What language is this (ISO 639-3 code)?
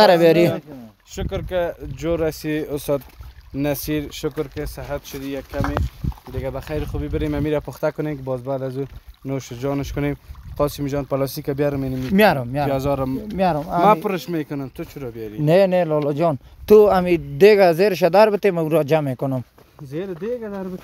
fas